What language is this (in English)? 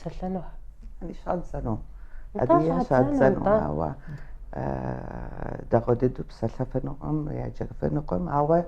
Kabardian